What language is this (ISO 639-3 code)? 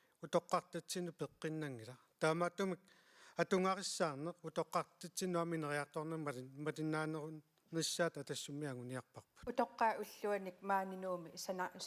kal